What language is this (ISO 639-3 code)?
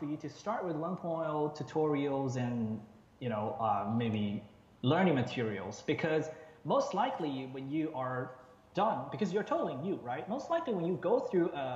eng